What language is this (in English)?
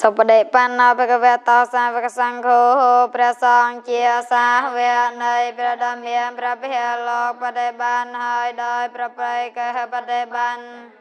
Khmer